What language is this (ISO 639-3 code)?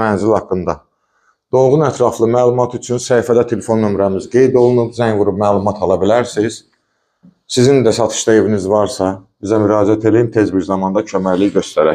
aze